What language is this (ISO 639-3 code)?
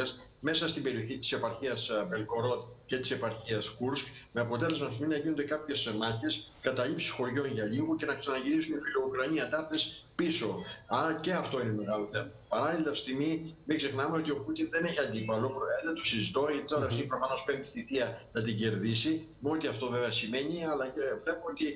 ell